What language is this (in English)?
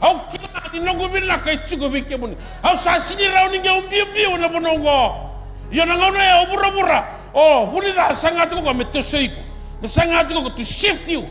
Fijian